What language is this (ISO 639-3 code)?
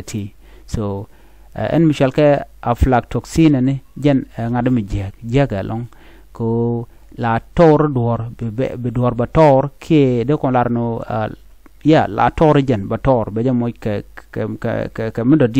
nus